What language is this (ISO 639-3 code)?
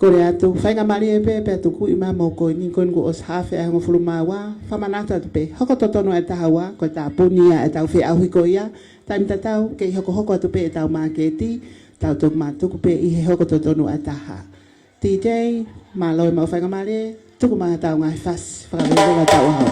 ton